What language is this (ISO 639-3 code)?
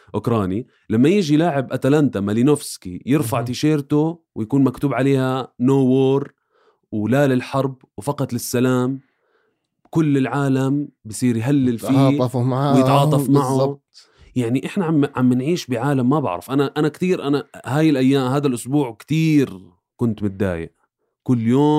apc